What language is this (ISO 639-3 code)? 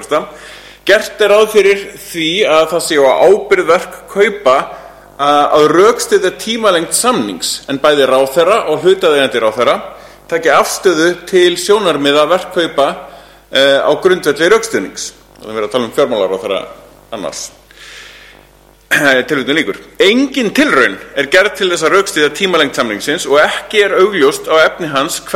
isl